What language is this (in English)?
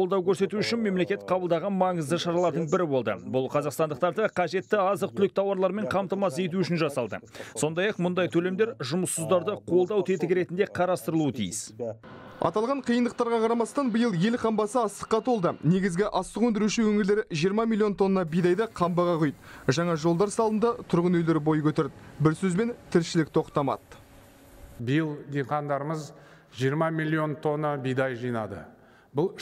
Kazakh